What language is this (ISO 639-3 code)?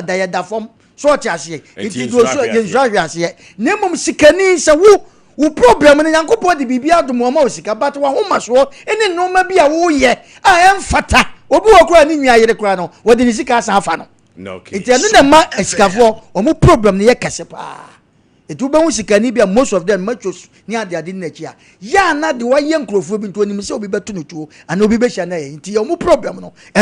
aka